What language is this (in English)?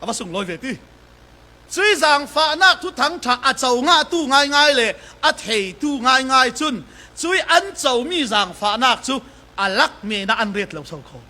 Falam Chin